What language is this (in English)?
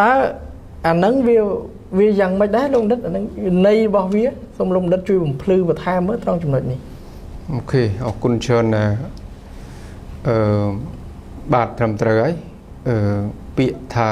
Khmer